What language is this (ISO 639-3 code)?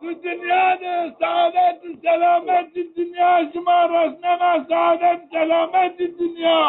zza